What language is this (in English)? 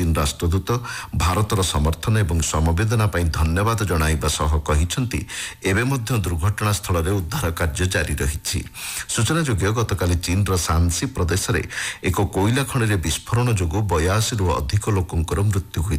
Odia